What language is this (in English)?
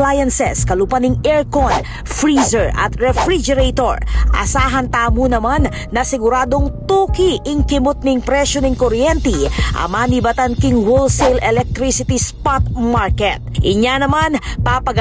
Pampanga